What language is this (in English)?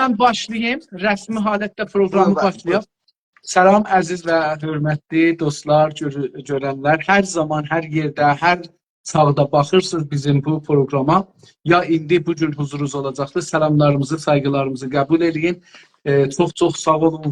South Azerbaijani